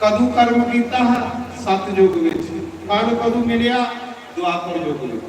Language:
Dogri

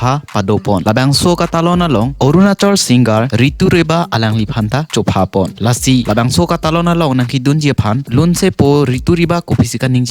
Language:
Karbi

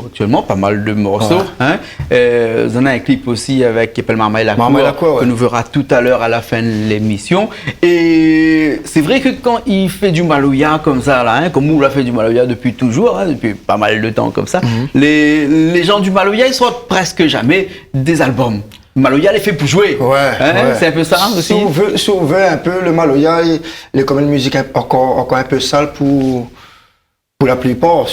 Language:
Réunion Creole French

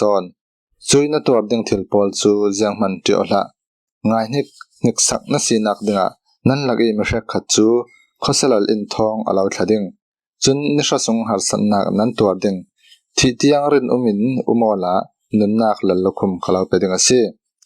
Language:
Falam Chin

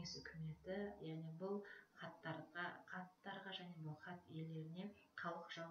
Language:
Kazakh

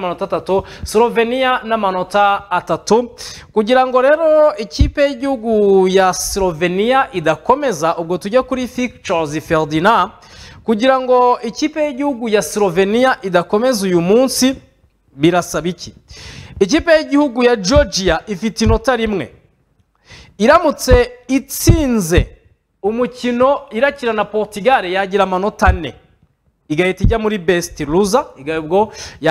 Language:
Kinyarwanda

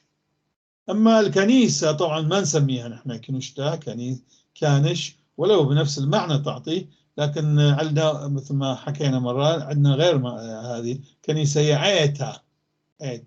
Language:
North Levantine Arabic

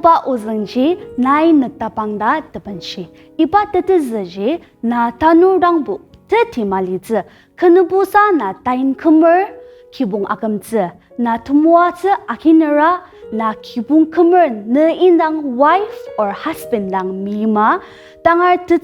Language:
Ao Naga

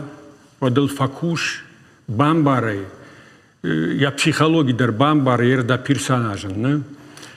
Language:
Ossetic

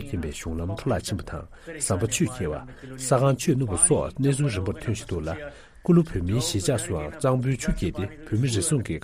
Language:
Tibetan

